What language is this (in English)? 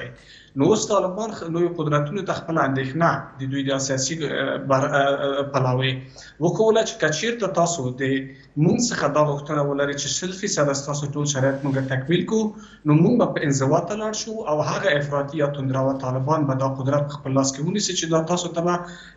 Pashto